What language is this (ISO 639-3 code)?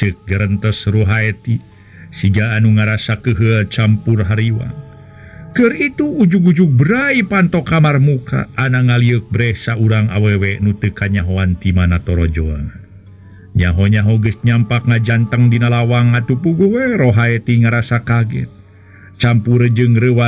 sun